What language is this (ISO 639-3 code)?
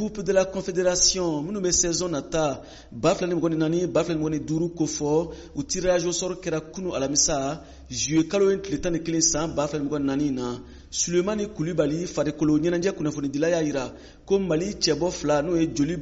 bam